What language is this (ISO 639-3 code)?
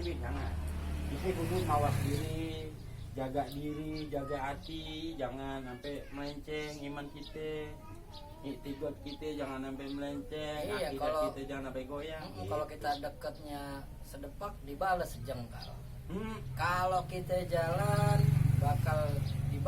bew